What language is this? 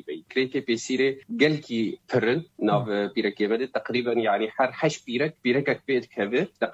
Kurdish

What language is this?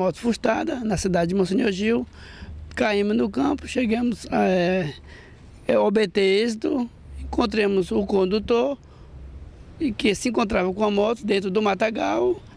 Portuguese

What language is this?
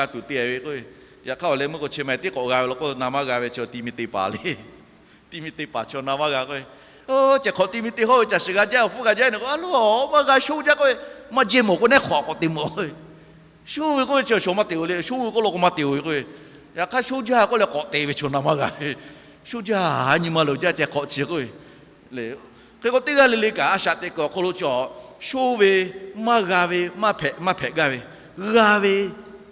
Lahu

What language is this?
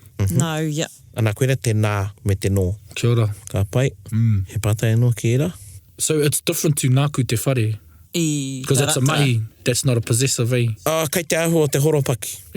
Māori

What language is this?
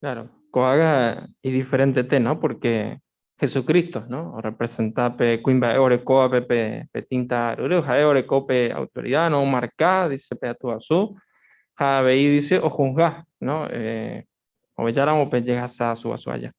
Guarani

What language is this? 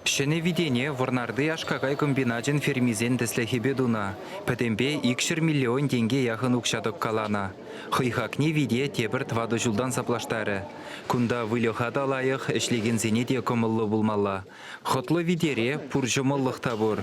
Chuvash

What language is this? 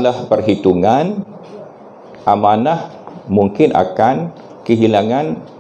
Malay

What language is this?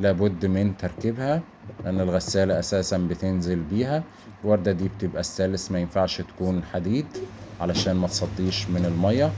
Egyptian Arabic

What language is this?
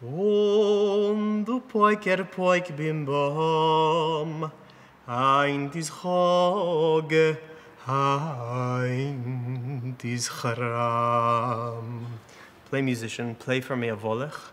Western Frisian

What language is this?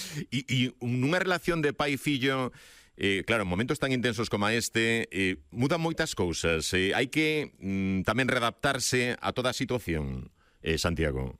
Galician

